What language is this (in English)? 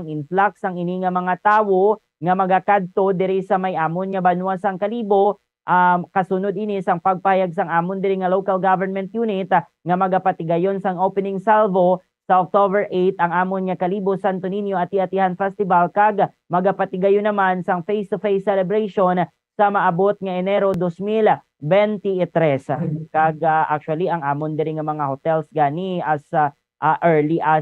Hiligaynon